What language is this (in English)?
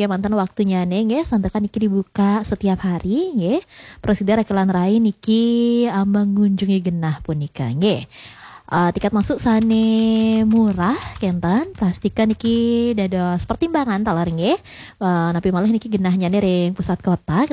Balinese